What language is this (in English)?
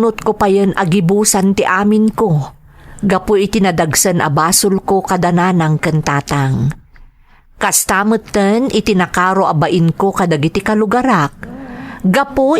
Iloko